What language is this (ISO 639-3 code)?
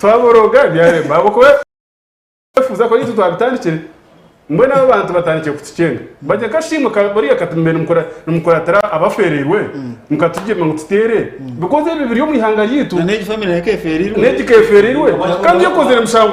nyn